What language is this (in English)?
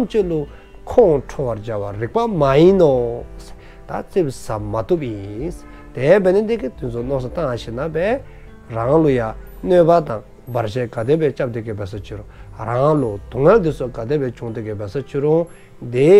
Dzongkha